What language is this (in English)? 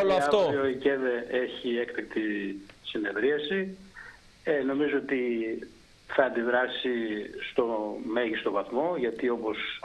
Greek